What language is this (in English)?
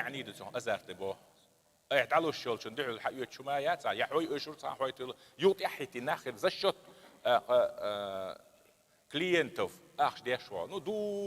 Chechen